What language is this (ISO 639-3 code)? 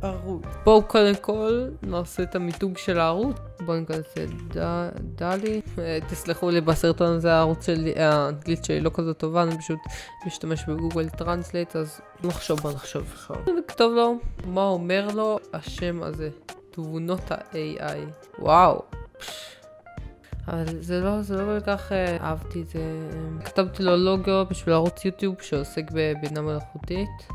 heb